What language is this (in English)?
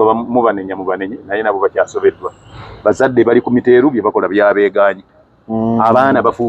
Ganda